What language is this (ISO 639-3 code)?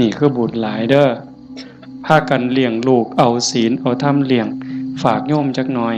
tts